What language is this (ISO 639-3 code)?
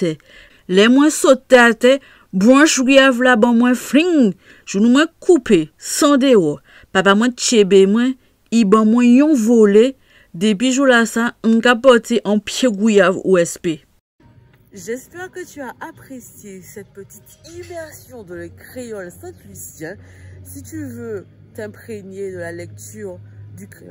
acf